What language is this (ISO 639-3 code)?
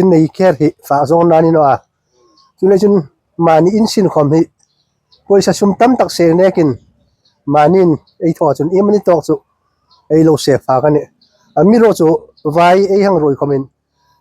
hmr